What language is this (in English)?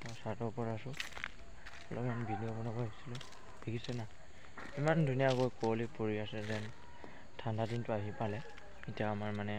Assamese